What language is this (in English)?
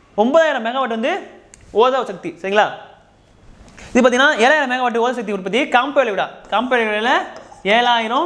Tamil